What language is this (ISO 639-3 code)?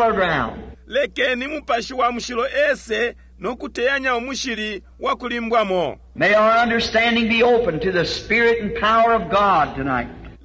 bem